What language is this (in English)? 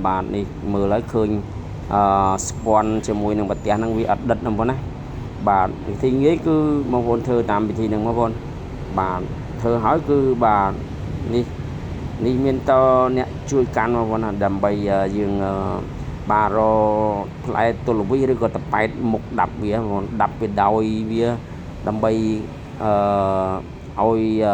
Khmer